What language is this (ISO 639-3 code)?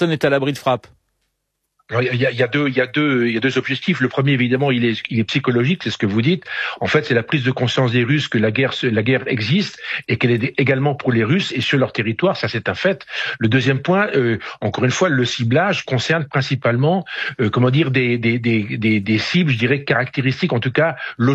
fra